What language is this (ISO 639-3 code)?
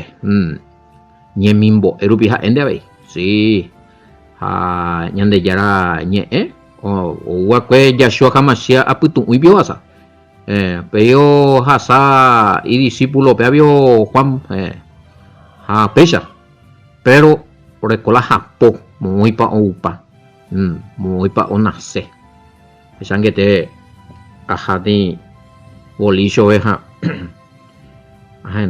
grn